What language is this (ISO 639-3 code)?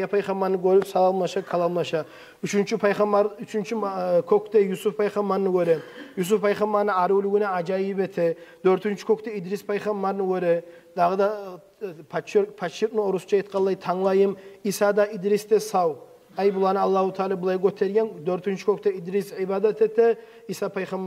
kum